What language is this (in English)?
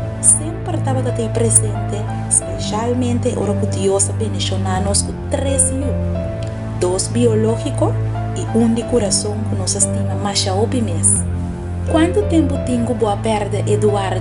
Papiamento